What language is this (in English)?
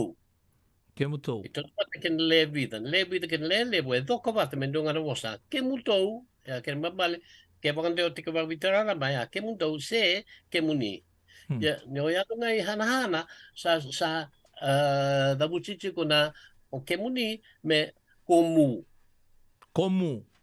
Fijian